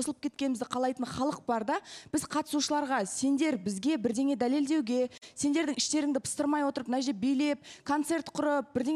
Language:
Kazakh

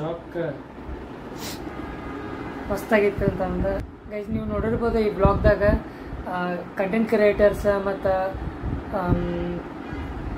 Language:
Kannada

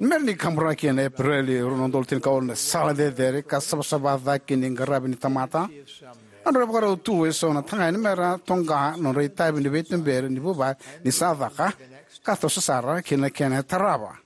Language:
Fijian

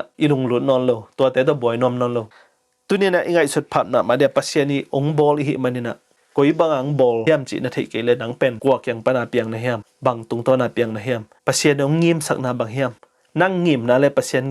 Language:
Tedim Chin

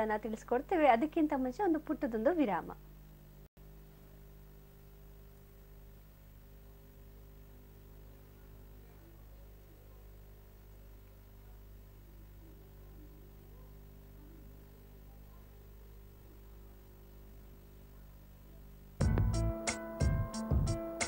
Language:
Kannada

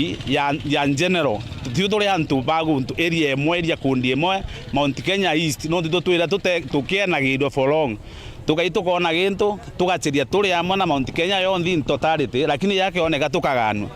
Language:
Meru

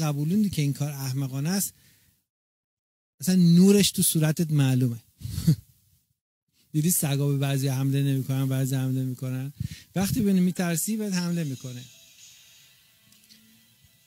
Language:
Persian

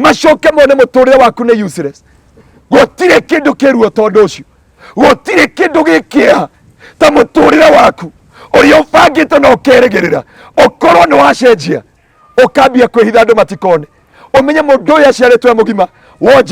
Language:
Kikuyu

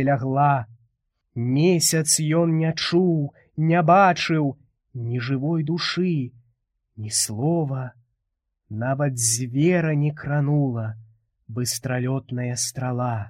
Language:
Belarusian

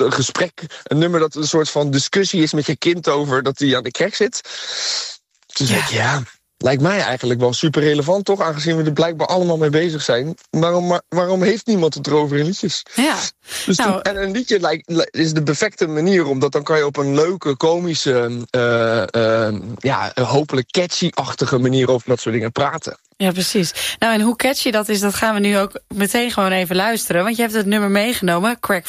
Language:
Dutch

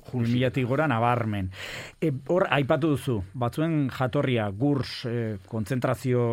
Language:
Basque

